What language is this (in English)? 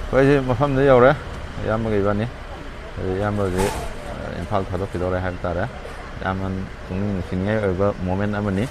Manipuri